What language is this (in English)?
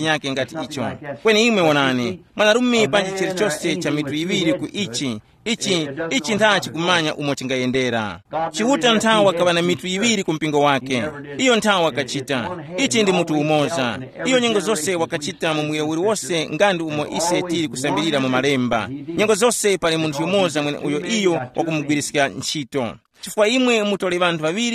Tumbuka